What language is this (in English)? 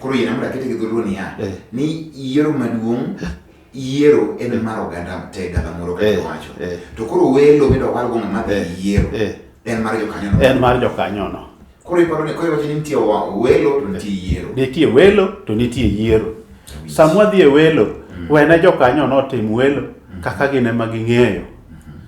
Luo (Kenya and Tanzania)